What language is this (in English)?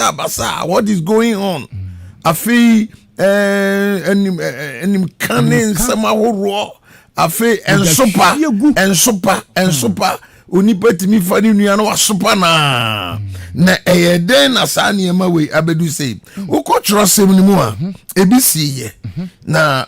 Akan